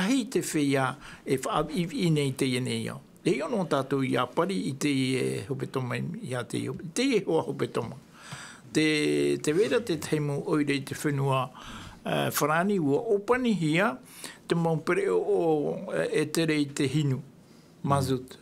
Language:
Tahitian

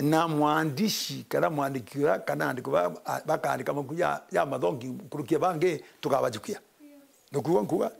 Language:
Meru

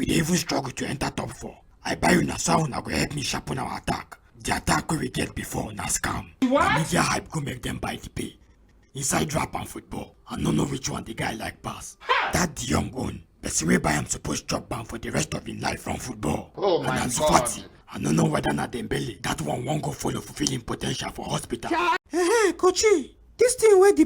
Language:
Nigerian Pidgin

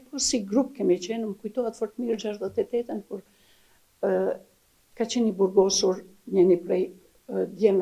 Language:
Albanian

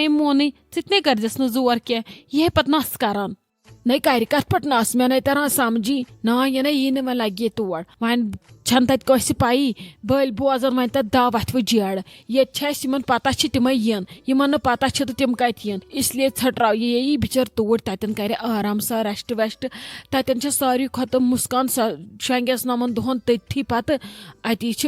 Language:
Kashmiri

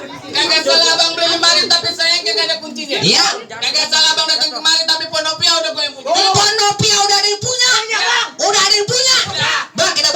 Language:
Betawi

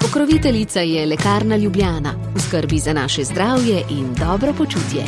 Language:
Slovenian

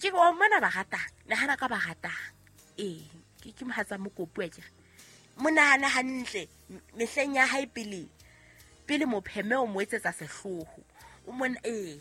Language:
Southern Sotho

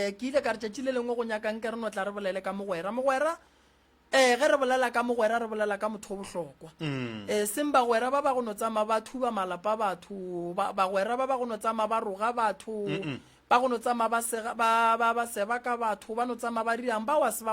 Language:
Northern Sotho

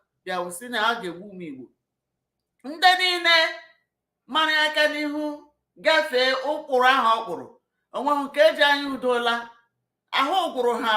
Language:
Igbo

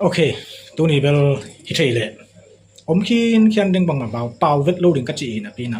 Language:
Tedim Chin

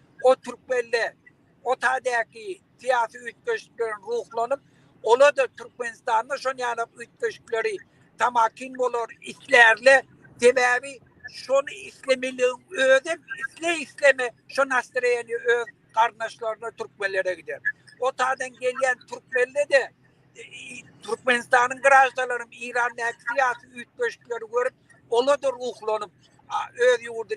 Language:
Turkmen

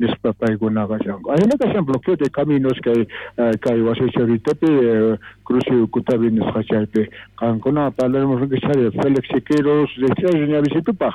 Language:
South Bolivian Quechua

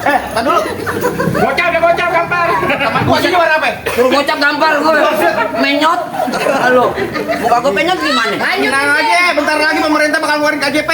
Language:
Betawi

